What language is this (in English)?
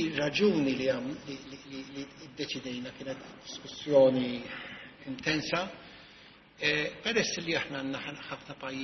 Maltese